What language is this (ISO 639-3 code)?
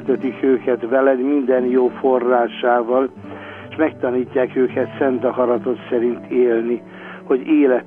hun